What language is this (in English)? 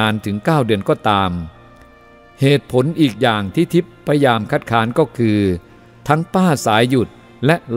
Thai